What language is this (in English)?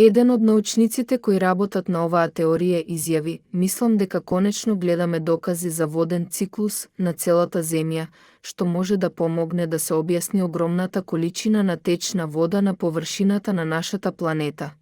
Macedonian